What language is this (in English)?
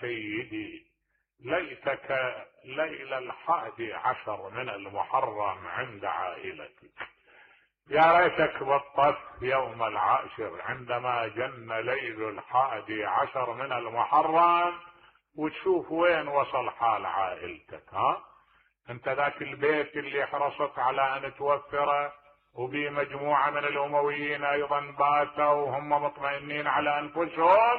Mesopotamian Arabic